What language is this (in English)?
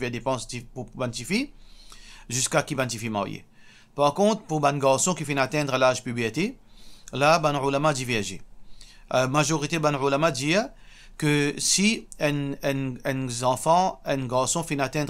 Morisyen